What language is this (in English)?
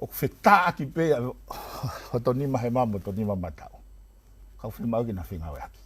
Tongan